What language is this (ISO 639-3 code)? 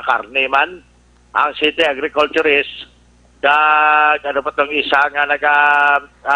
hil